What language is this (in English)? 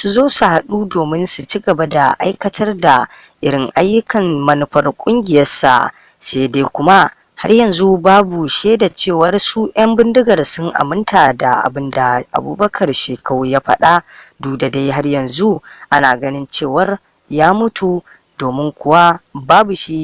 Hausa